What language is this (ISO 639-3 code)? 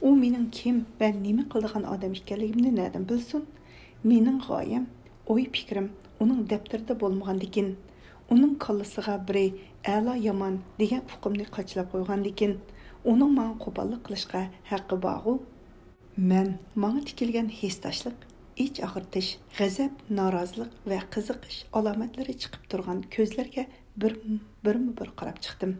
uig